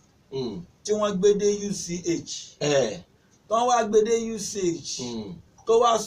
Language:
Yoruba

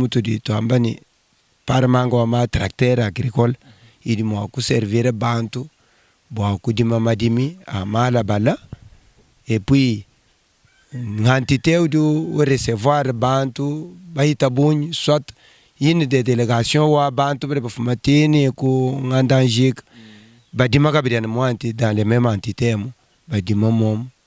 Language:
Luba-Lulua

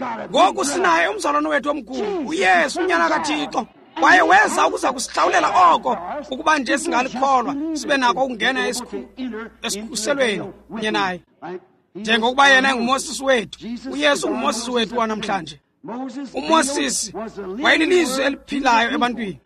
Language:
Xhosa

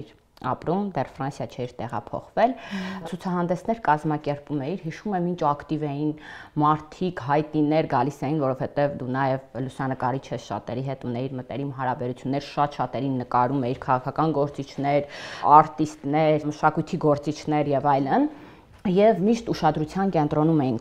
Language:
Armenian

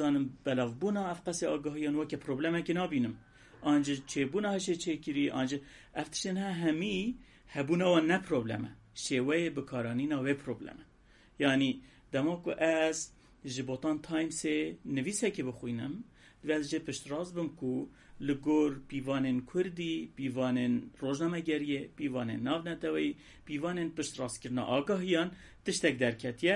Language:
Kurdish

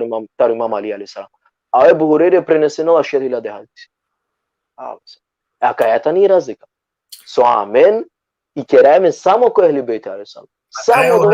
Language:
Balkan Romani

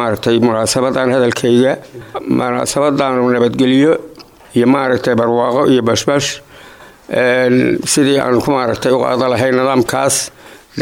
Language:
Somali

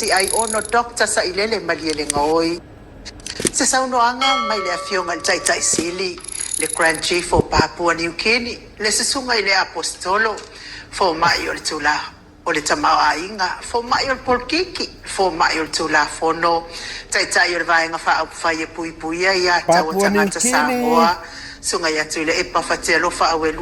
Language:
Samoan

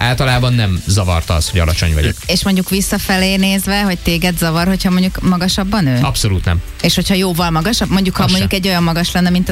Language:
Hungarian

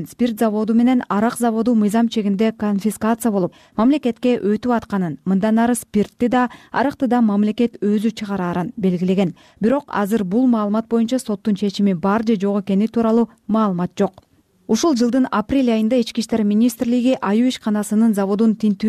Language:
Kyrgyz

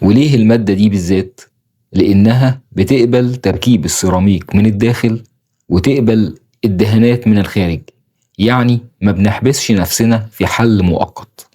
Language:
Egyptian Arabic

